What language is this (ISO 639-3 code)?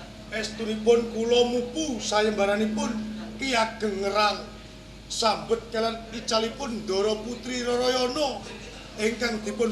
jav